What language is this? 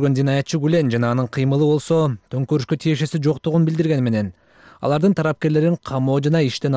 Kyrgyz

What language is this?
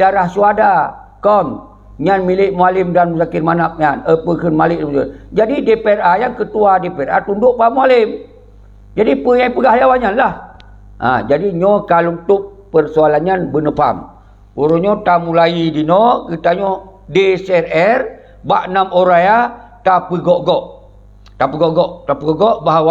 Achinese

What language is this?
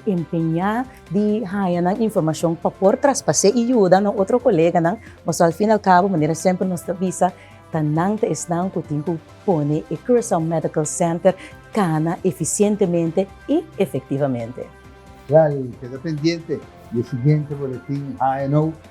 Papiamento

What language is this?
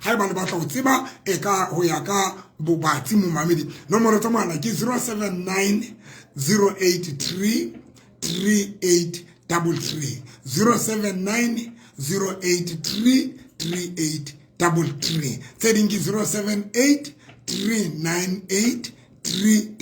Southern Sotho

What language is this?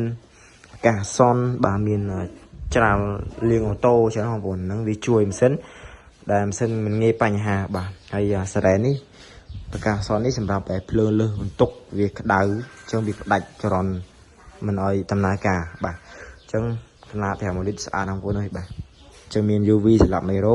Khmer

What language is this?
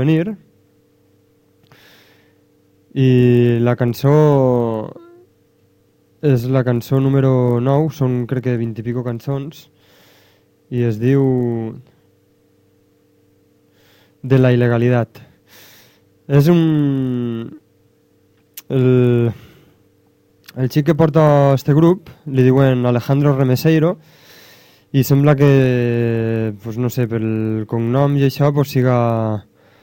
Catalan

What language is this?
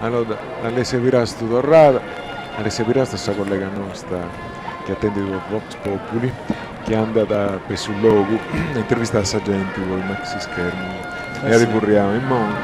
Sardinian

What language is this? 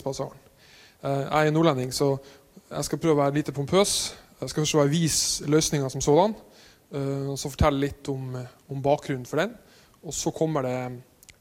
Norwegian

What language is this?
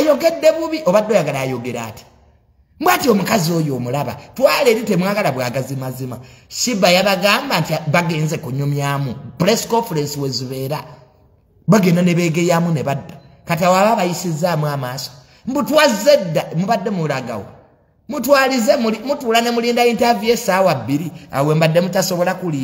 Ganda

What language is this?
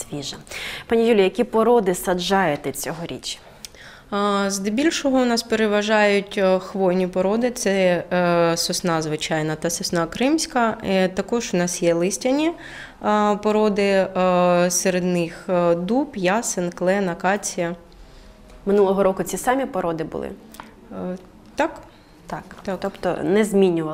Ukrainian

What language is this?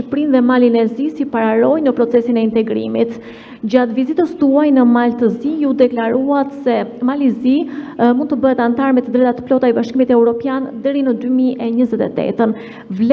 Albanian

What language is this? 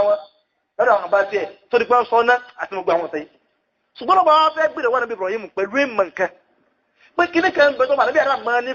Yoruba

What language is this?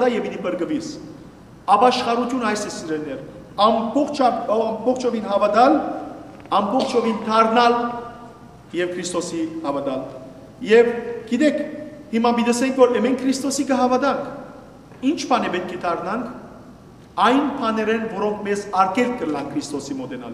Western Armenian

